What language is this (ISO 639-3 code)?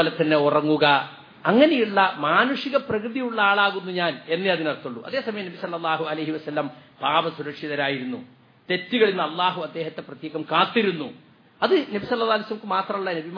mal